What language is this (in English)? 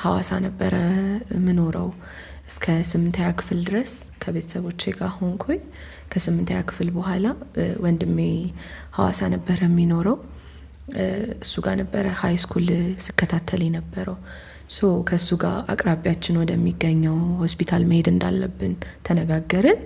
Amharic